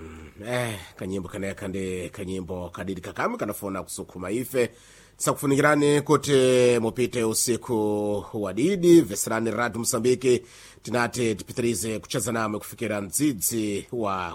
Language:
Sena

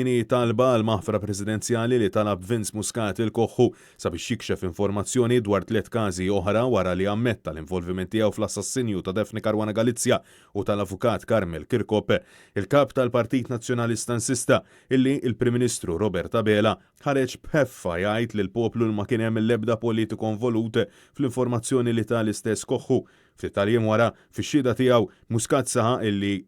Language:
Maltese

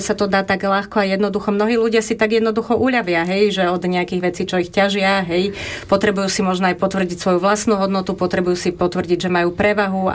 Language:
Slovak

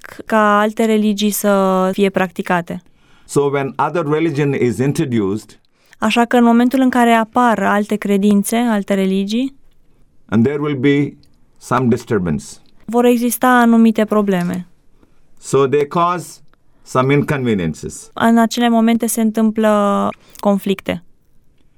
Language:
Romanian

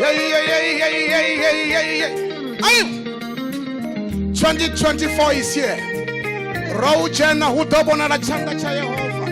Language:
Venda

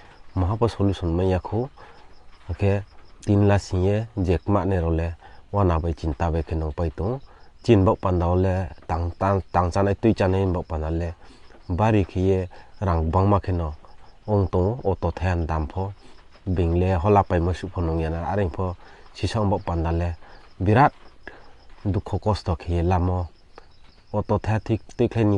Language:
Riang (India)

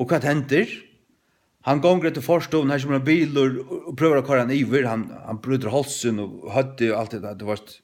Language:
Faroese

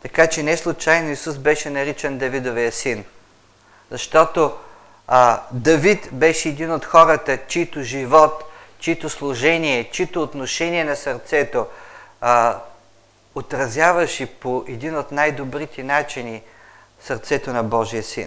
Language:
Bulgarian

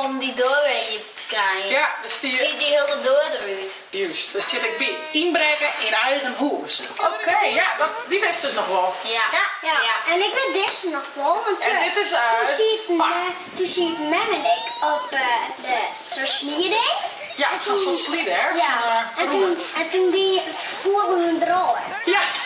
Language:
Western Frisian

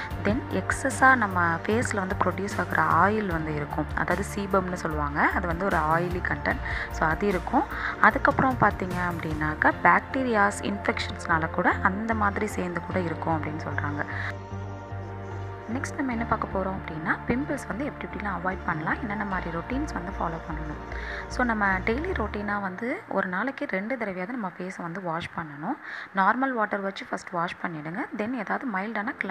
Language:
Tamil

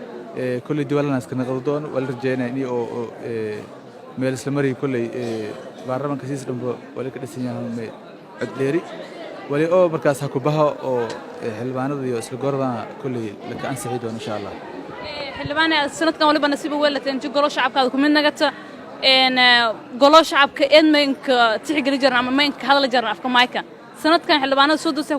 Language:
Somali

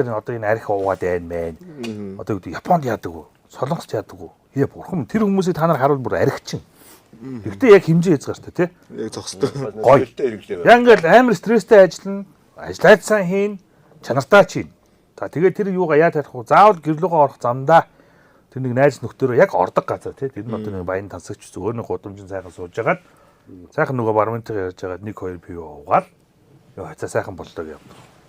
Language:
Mongolian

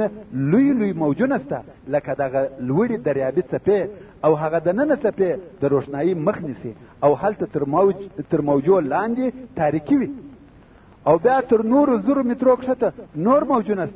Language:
Pashto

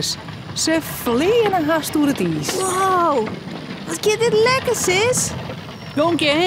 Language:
Western Frisian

